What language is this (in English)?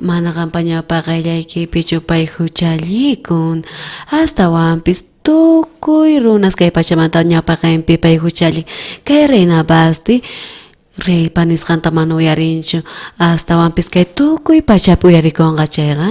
South Bolivian Quechua